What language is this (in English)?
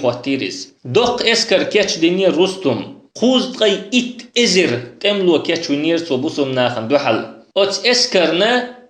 Chechen